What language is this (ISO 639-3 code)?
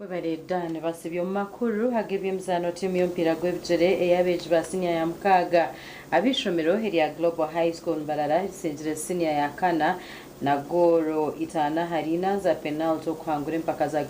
nyn